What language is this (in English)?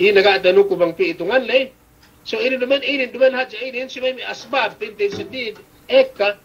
Yakan